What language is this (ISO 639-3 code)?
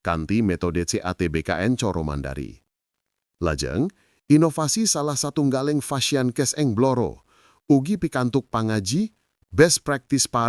jav